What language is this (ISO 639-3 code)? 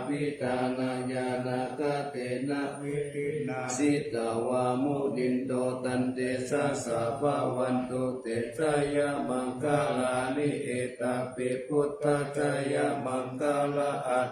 pli